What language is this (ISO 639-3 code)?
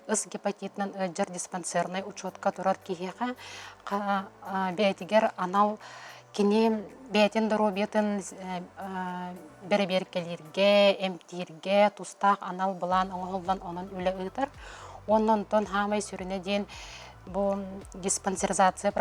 sah